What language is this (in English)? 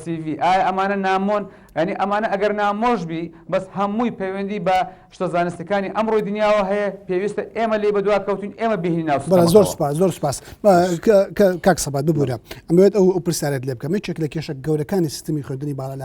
Central Kurdish